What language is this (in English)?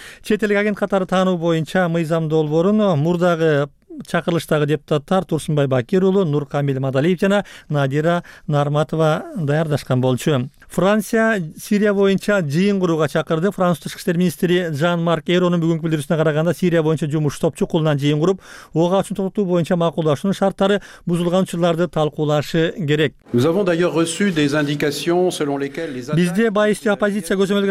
Kyrgyz